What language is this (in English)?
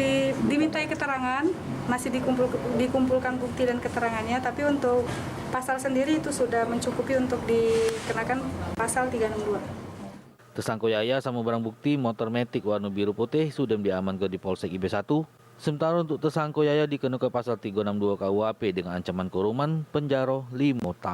Musi